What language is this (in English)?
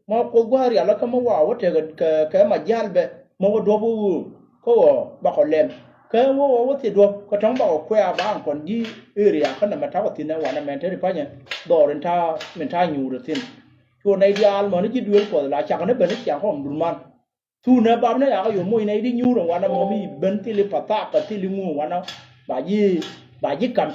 Nuer